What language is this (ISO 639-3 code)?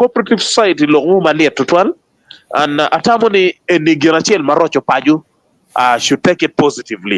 ach